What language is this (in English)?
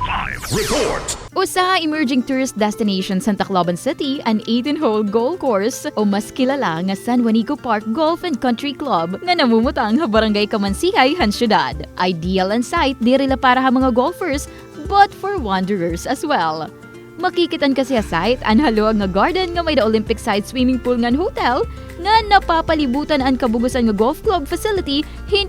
Waray